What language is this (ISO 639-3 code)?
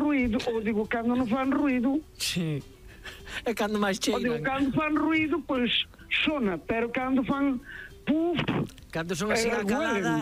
glg